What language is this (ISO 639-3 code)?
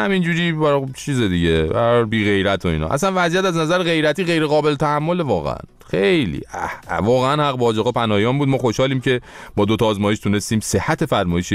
fas